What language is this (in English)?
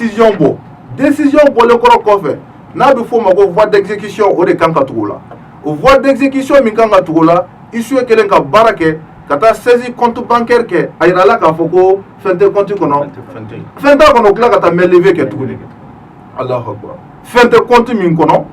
Bambara